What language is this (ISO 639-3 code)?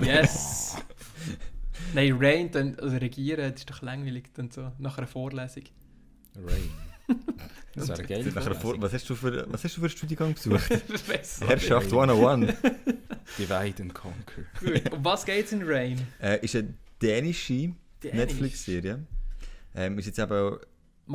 gsw